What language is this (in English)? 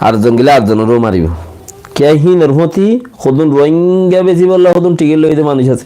Rohingya